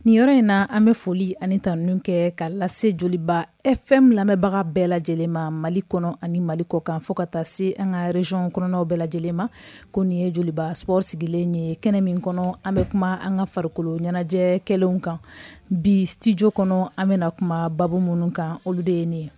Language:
Bambara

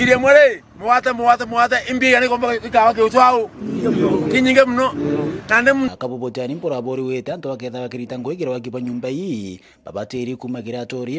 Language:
Meru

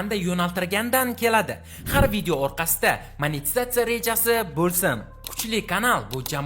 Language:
Uzbek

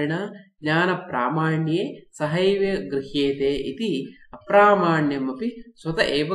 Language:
Sanskrit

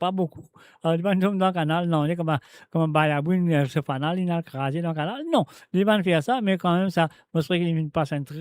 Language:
Morisyen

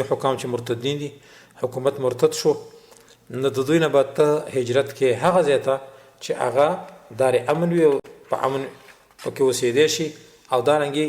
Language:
Pashto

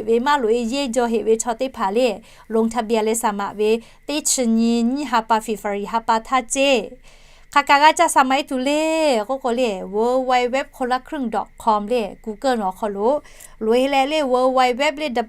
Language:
Lahu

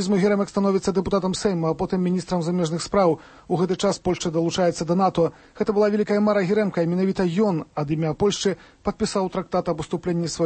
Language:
Belarusian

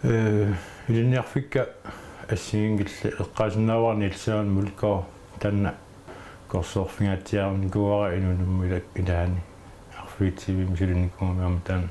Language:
Kalaallisut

